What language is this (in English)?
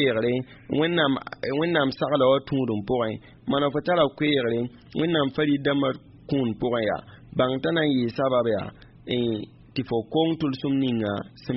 Mossi